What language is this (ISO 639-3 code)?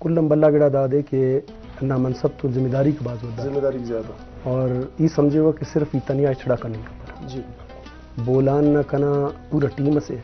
brh